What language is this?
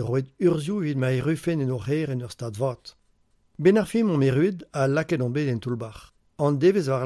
Breton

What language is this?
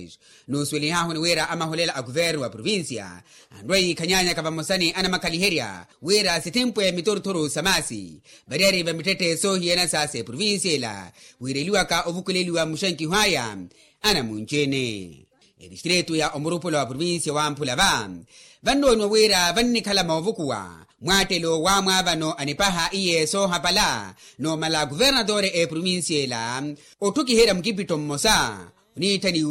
Makhuwa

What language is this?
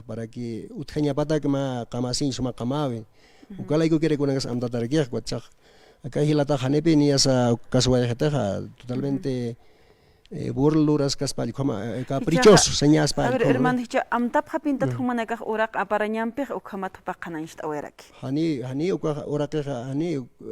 Aymara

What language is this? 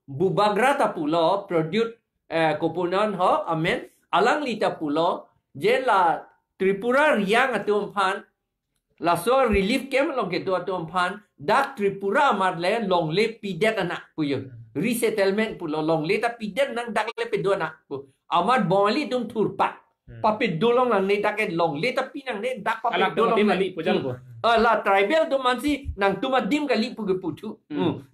Karbi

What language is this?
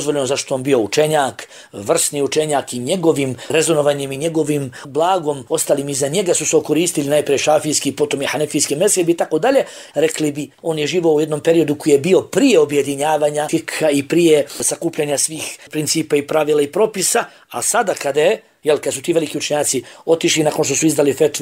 Bosnian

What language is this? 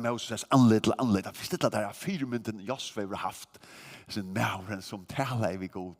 Faroese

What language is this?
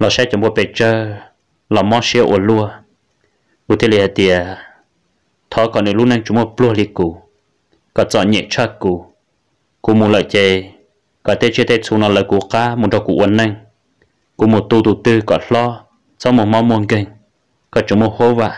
Hmong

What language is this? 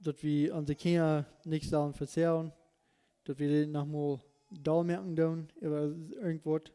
Plautdietsch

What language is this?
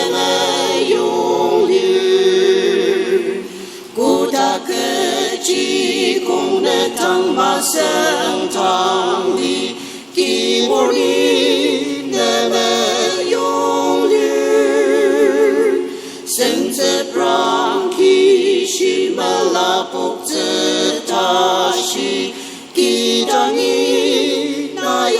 Ao Naga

